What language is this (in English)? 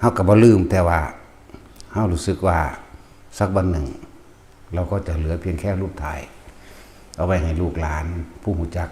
Northeastern Thai